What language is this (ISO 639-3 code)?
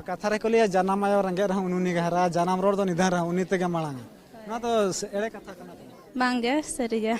sat